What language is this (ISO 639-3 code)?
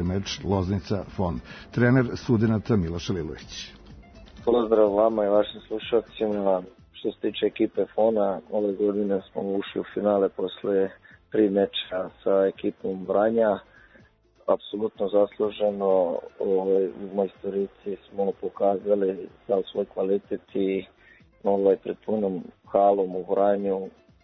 srp